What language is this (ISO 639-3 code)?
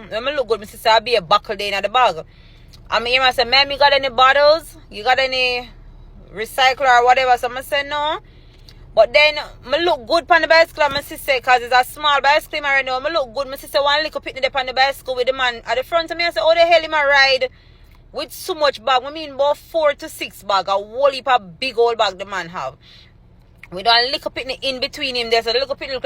jam